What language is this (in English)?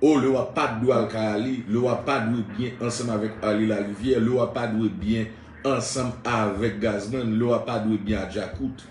Haitian Creole